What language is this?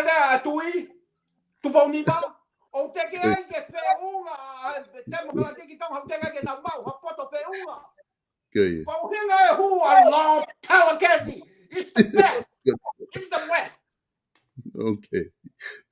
Tongan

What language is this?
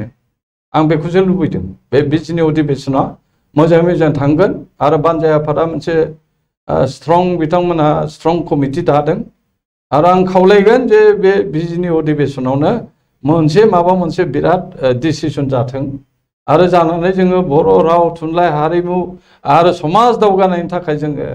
Bodo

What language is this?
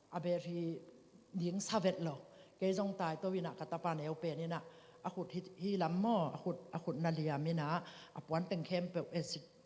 Tedim Chin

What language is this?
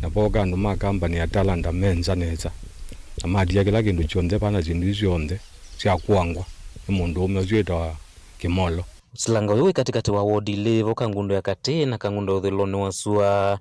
Kamba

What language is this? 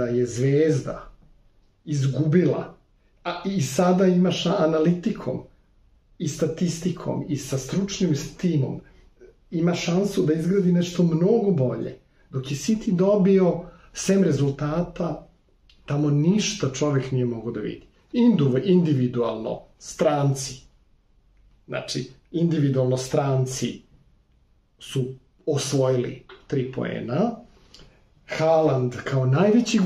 Serbian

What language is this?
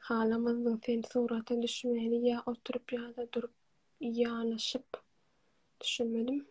Turkmen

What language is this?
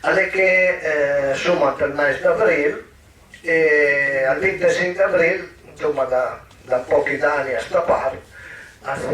Piedmontese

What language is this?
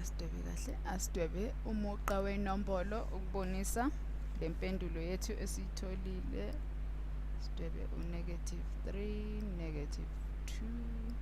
Zulu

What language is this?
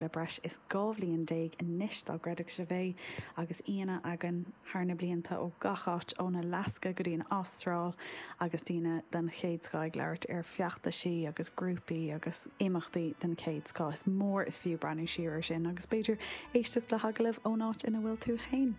Irish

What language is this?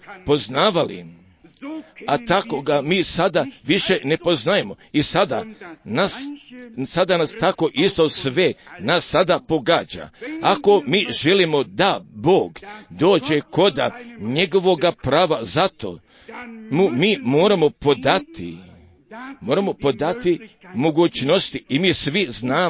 Croatian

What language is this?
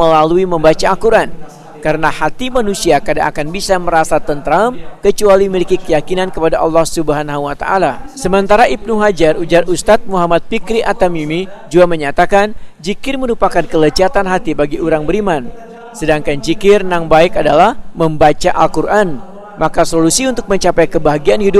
Banjar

